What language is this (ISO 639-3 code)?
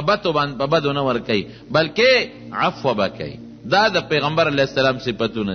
pus